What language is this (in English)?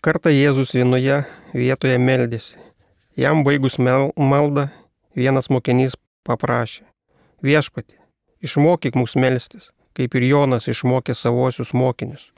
Lithuanian